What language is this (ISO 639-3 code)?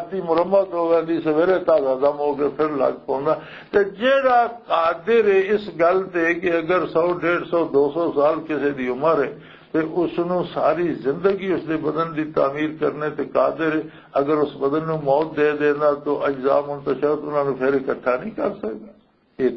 lah